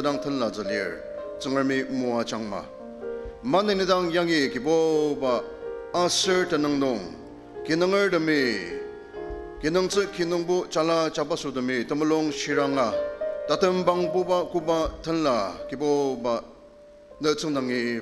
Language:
Ao Naga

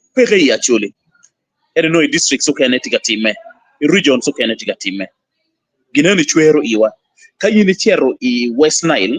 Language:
Acoli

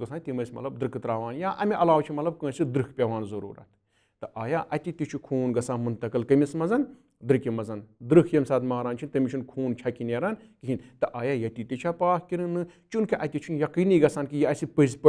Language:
Kashmiri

